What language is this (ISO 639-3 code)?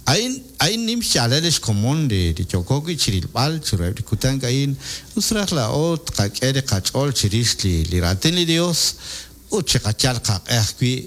kek